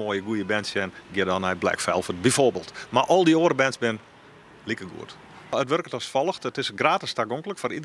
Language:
Western Frisian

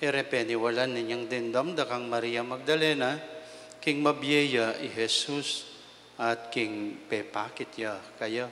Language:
Pampanga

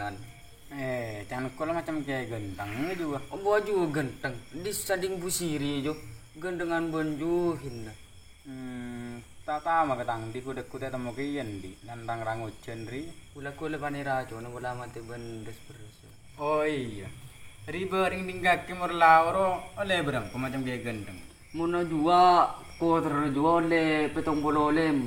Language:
Madurese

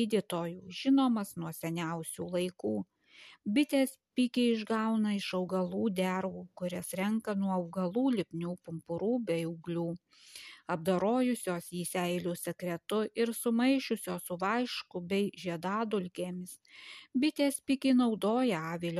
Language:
Lithuanian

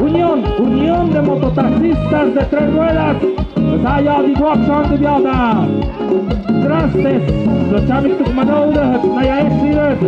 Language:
Tlahuitoltepec Mixe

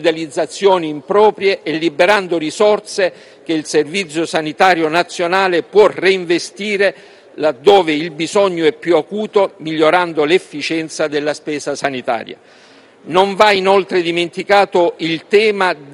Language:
Italian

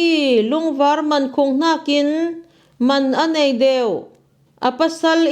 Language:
Falam Chin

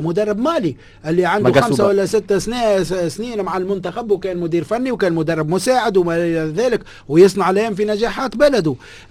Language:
Tunisian Arabic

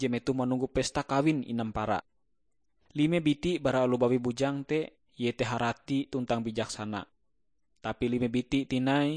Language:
Ngaju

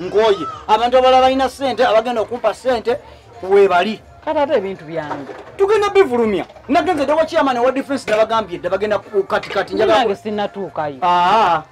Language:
Ganda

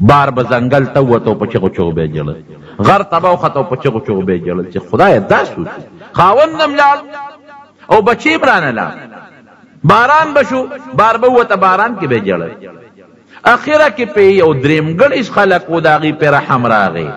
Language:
Pashto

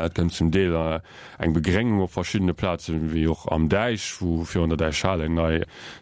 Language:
Luxembourgish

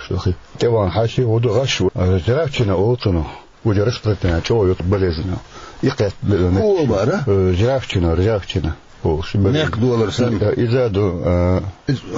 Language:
Chechen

